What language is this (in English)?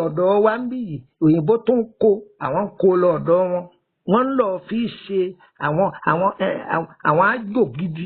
Yoruba